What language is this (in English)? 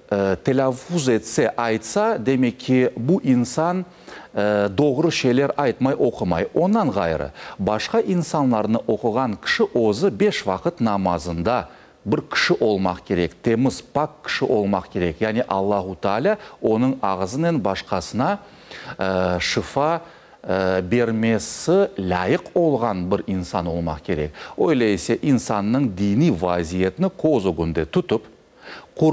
Crimean Tatar